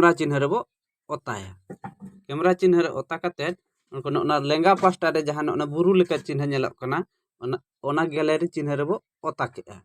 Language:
Santali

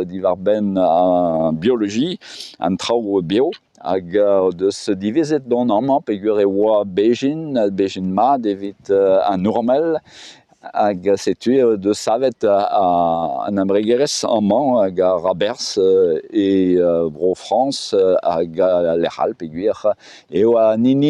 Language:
Breton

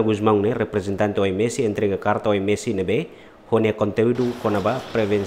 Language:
Tetum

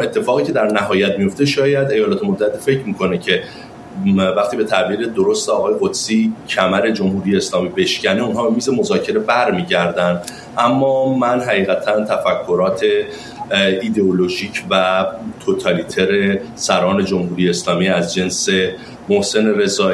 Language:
Persian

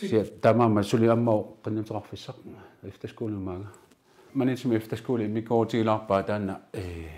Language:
Kalaallisut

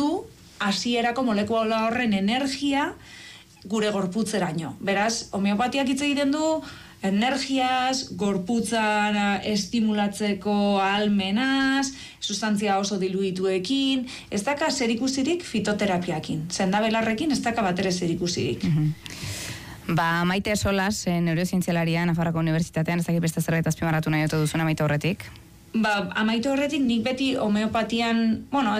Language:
Basque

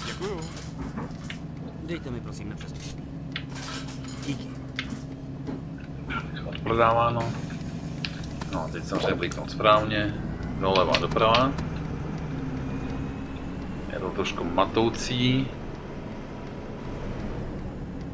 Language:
Czech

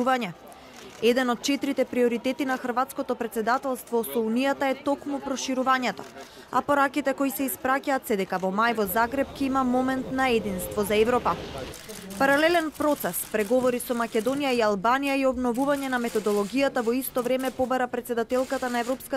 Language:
Macedonian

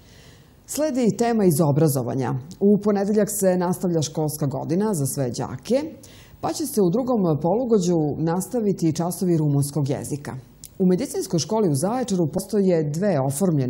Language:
Serbian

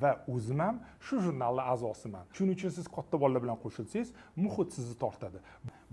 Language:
Uzbek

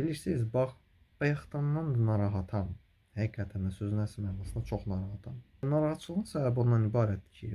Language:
Azerbaijani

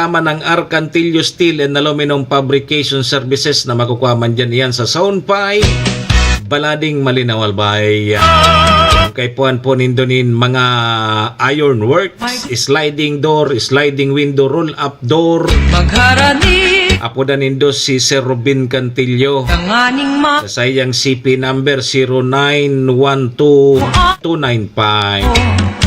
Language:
Bikol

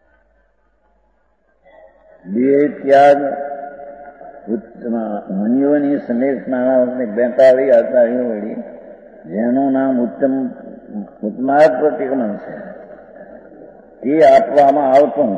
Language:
Gujarati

